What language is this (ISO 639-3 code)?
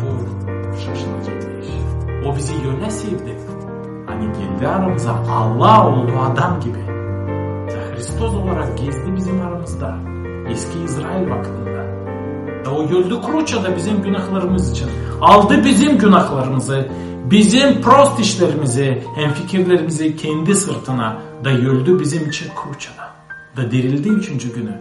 gag